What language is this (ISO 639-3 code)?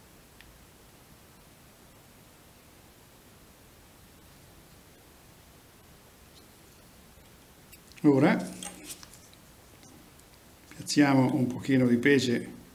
ita